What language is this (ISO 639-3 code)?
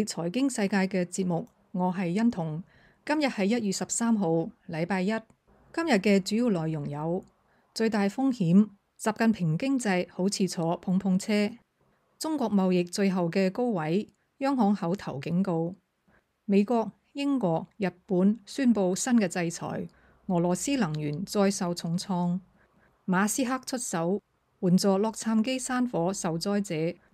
yue